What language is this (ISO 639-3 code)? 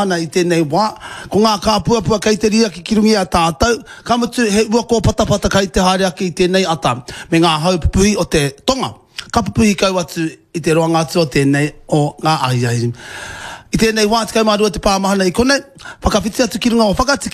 mri